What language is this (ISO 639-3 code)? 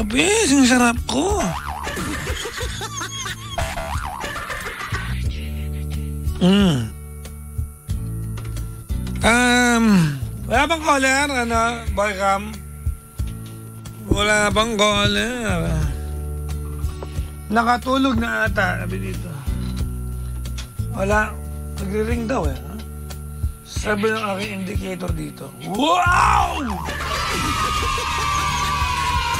fil